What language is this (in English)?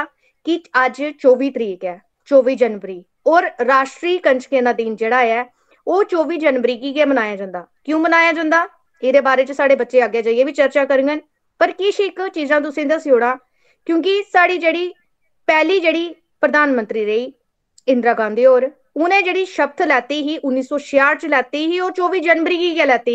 Dogri